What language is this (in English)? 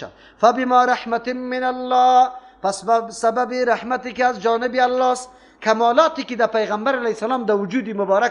Persian